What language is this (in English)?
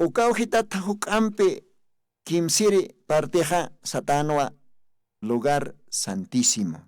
Aymara